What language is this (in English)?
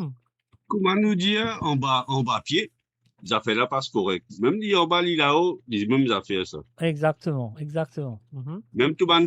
Morisyen